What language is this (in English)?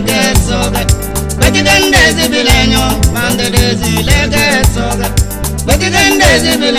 Tem